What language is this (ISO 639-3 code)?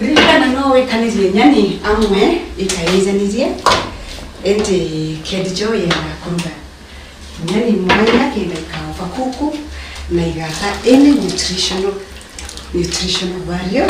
mer